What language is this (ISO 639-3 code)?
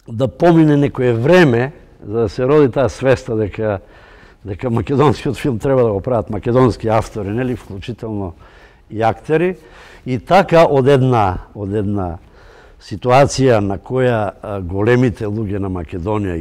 mkd